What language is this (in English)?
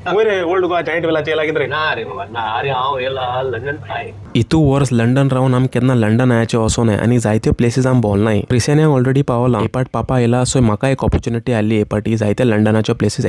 Konkani